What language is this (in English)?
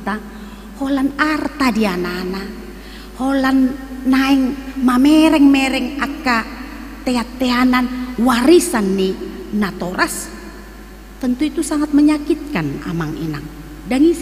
Batak Toba